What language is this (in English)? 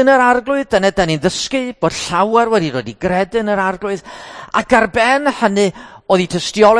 Welsh